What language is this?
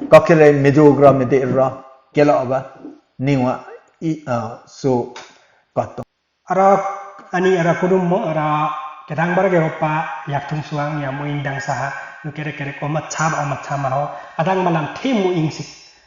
Limbu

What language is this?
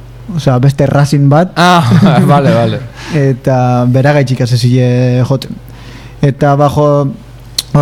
Basque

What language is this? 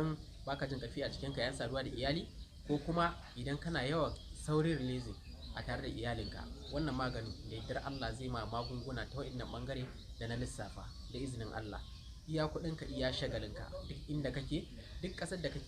Hausa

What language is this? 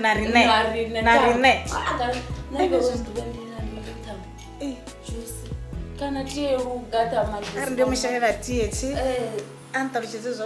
Venda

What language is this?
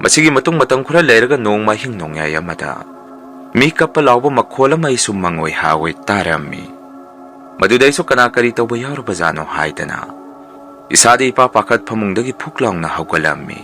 Manipuri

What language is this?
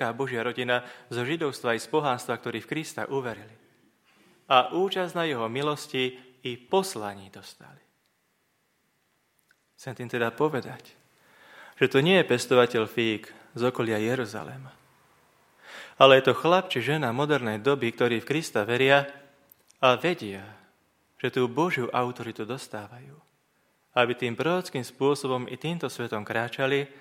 Slovak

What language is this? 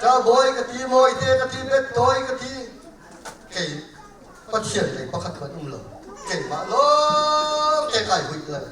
Hakha Chin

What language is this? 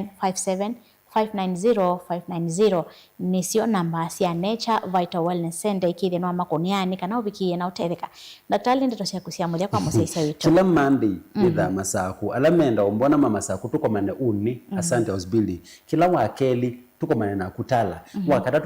Kamba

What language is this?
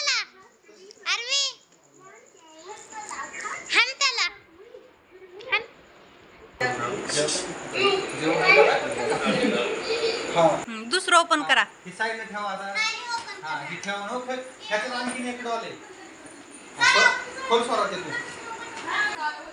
Marathi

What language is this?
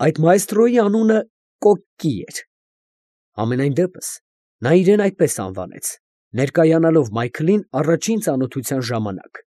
Armenian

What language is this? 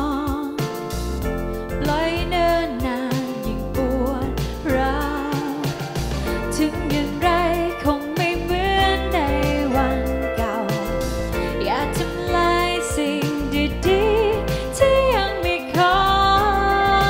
Thai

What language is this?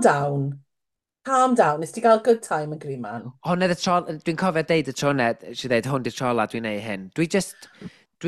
Welsh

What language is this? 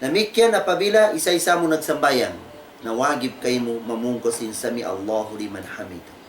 Tausug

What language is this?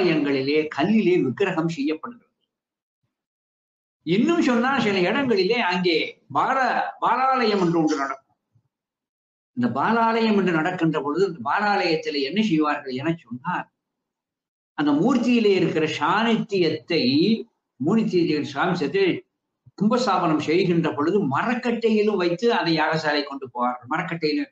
Tamil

